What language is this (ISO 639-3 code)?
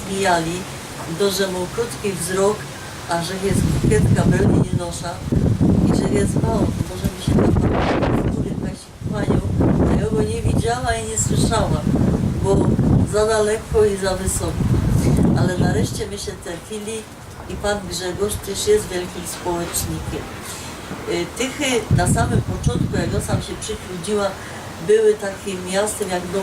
szl